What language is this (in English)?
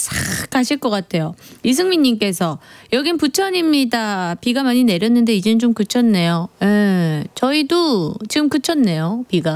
Korean